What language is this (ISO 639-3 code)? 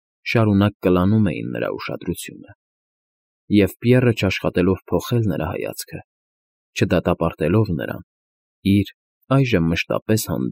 hye